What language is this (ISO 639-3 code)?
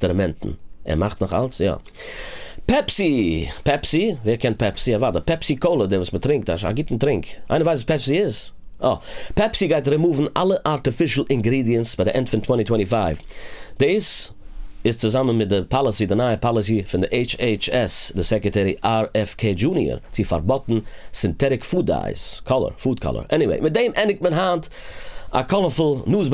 yid